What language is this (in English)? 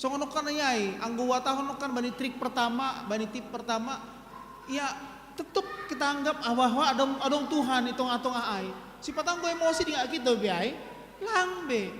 Batak Simalungun